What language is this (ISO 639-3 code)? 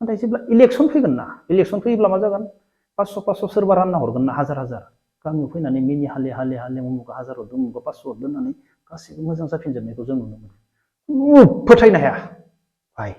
brx